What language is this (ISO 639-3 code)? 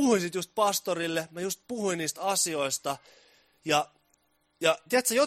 fin